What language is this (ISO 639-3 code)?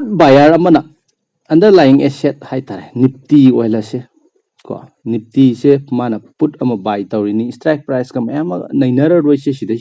mni